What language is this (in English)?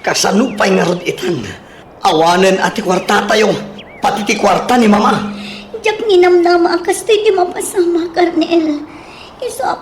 Iloko